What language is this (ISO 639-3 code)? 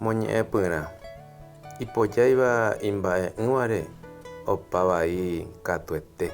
grn